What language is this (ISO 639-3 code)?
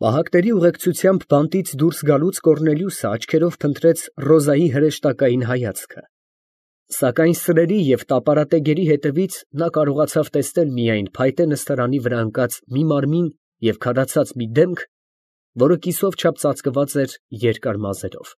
hye